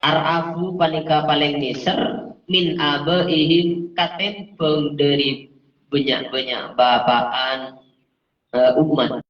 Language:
Madurese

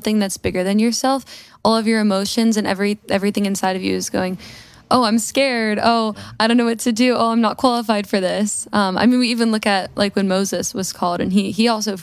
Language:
English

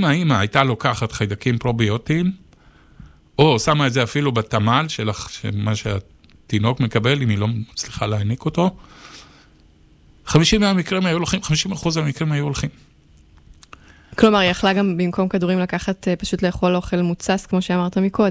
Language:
Hebrew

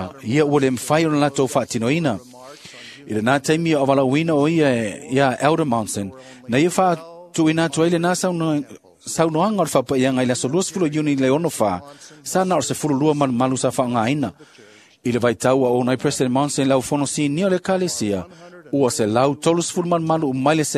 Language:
Samoan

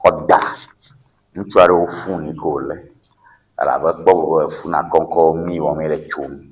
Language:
Ewe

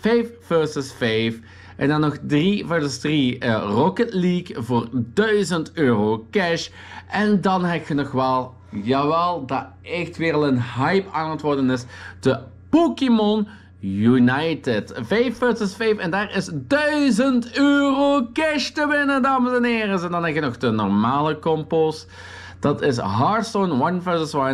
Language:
Dutch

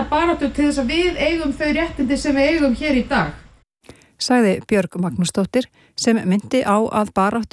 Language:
Icelandic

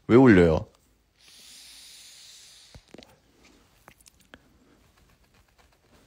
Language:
Korean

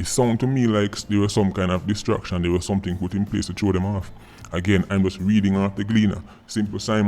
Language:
Jamaican Creole English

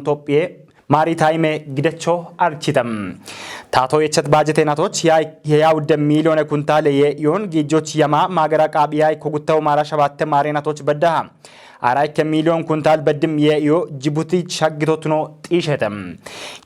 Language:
Kafa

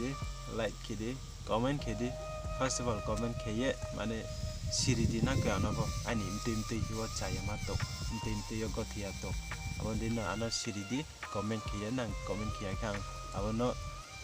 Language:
Riang (India)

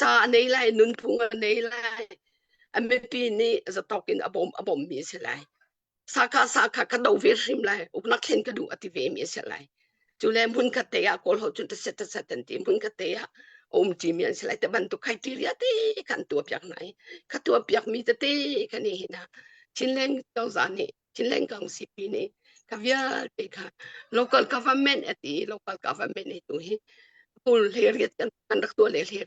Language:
Hakha Chin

